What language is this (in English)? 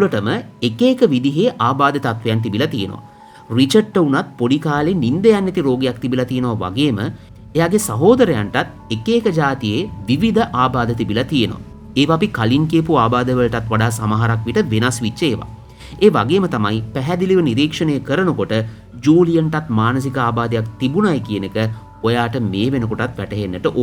Sinhala